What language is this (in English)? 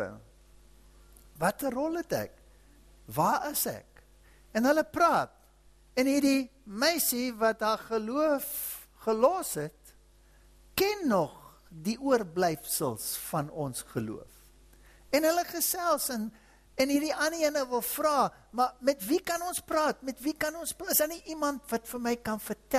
Afrikaans